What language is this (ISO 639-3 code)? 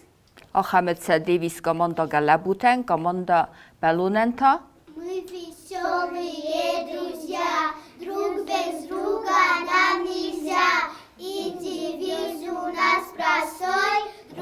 oss